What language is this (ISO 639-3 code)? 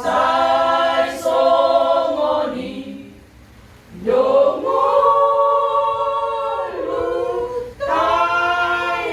bbc